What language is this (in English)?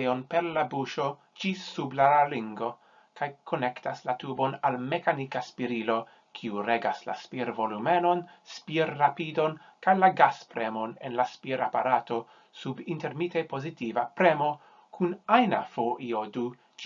Esperanto